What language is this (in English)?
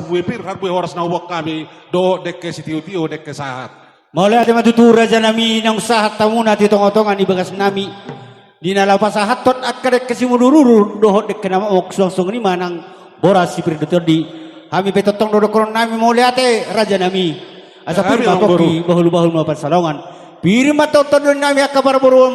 Batak Toba